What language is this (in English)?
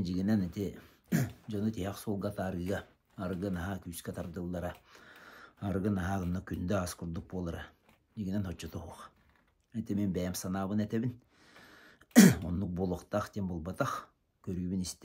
Yakut